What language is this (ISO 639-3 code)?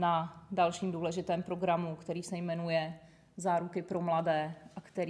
ces